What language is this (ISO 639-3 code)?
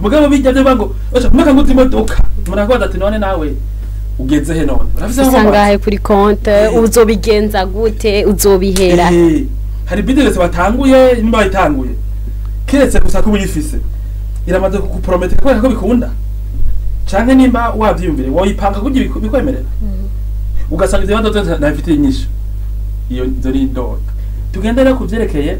run